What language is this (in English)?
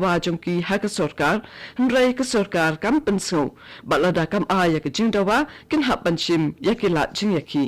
Khasi